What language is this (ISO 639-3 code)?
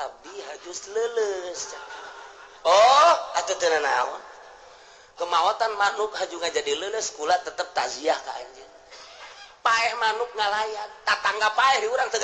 sun